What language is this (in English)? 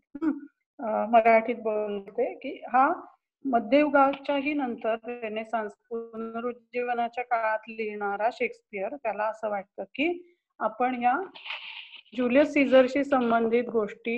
Marathi